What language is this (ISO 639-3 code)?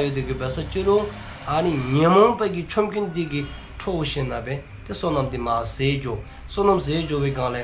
dzo